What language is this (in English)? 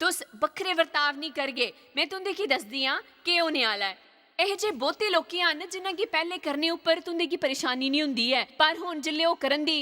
Dogri